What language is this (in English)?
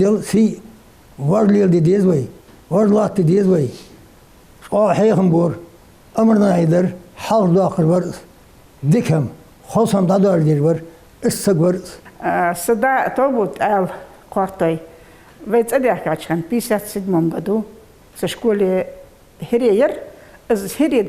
Ingush